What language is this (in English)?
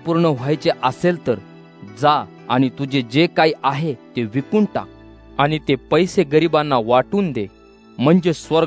Marathi